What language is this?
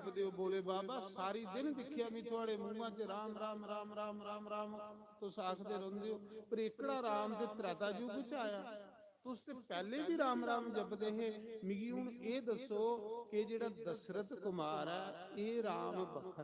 Dogri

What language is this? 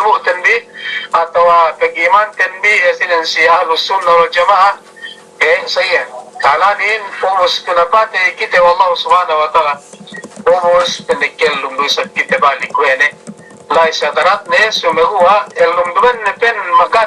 Yakan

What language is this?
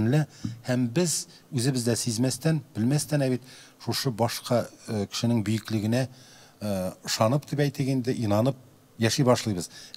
Tatar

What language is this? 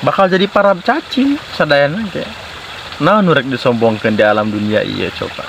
Sundanese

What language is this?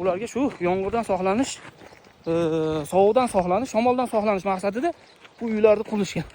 Uzbek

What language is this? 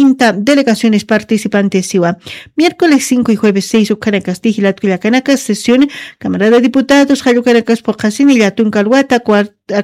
Aymara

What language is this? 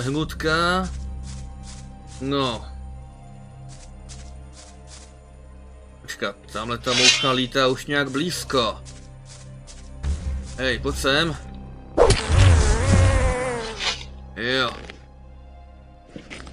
Czech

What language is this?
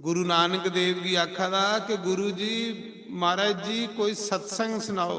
Dogri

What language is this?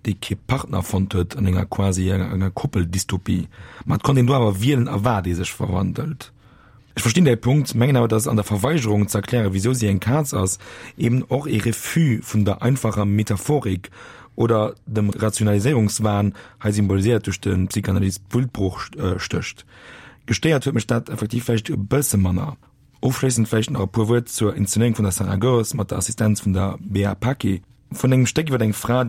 Luxembourgish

